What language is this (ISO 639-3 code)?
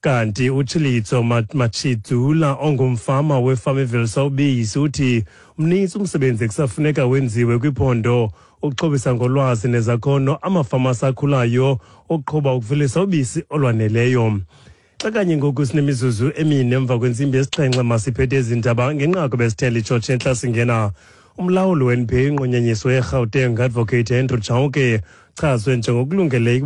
xho